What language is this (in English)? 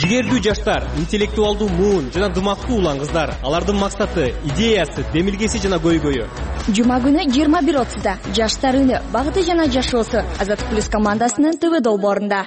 Kyrgyz